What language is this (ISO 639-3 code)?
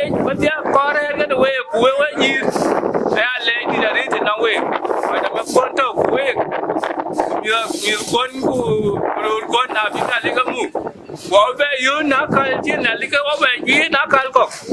din